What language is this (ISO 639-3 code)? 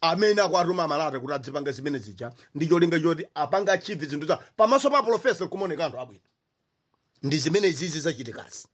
nya